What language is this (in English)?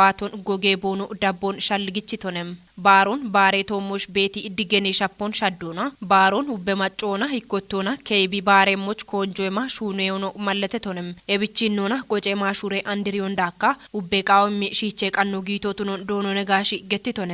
Kafa